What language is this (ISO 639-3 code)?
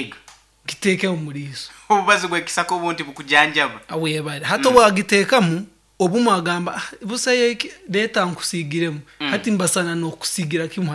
nyn